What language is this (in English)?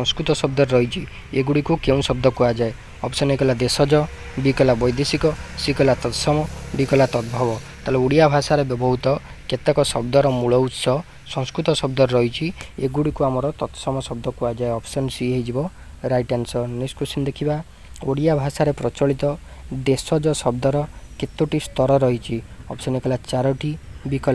Odia